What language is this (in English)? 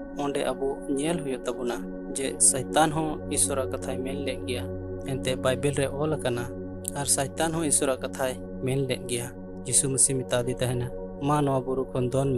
Santali